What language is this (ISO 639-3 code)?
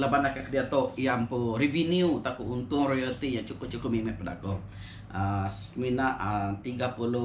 iba